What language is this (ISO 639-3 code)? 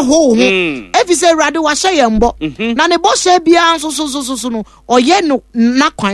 aka